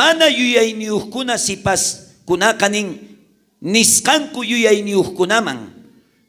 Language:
South Bolivian Quechua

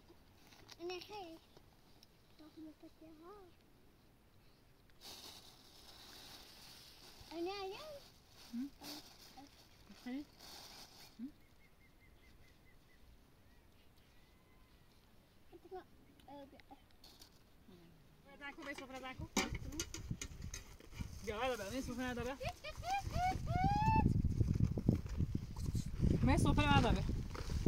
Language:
Persian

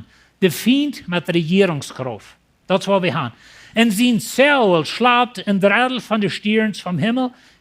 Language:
Plautdietsch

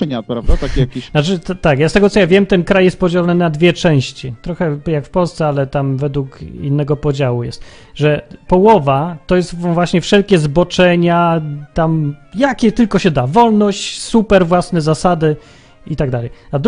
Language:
Polish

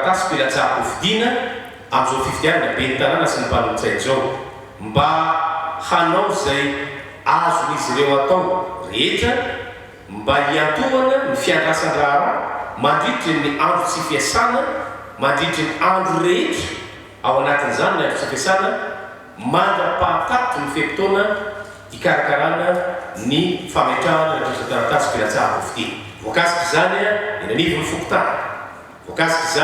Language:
Malagasy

